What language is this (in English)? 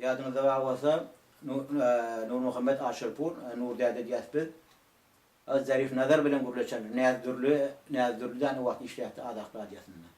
Turkmen